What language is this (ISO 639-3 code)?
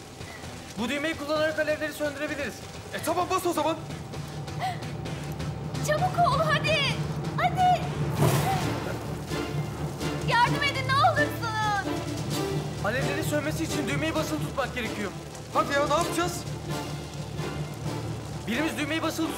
tur